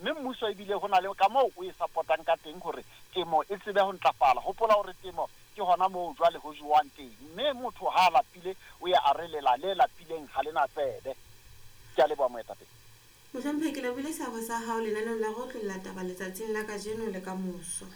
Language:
Southern Sotho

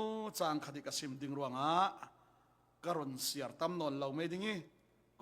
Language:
Falam Chin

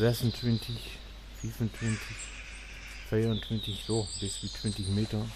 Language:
Low German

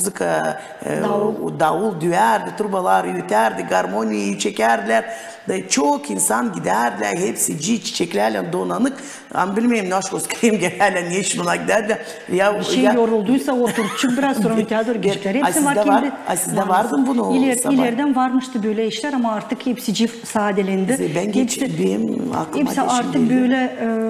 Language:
Gagauz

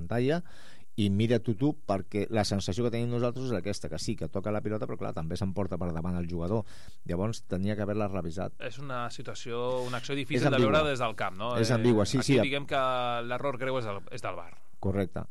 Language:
Catalan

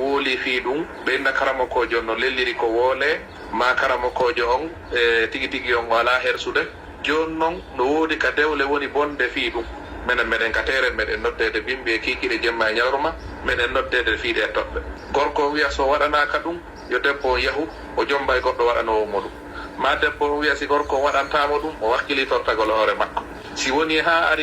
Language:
Fula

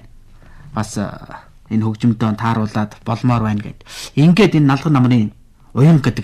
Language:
Mongolian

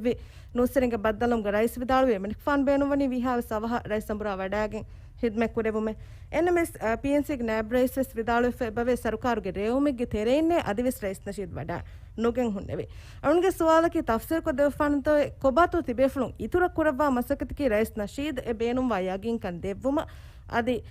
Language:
Divehi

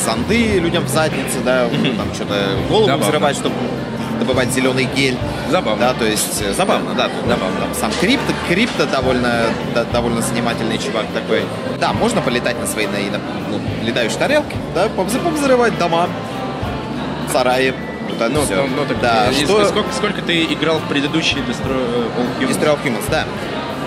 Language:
Russian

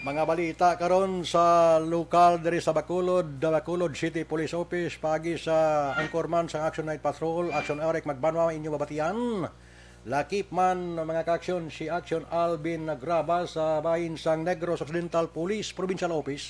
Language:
Hiligaynon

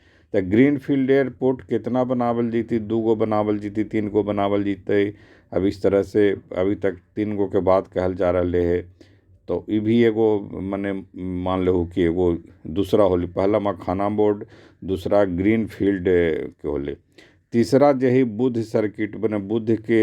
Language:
Magahi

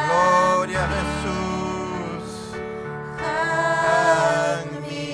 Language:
Ayacucho Quechua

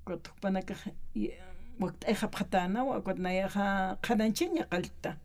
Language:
Aymara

